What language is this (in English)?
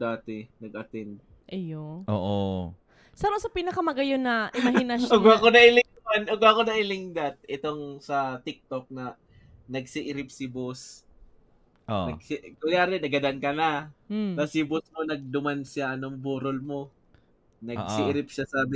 Bikol